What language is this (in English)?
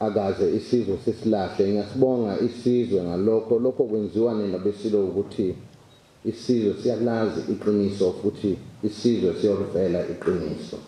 Zulu